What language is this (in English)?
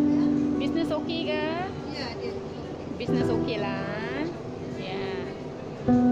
Malay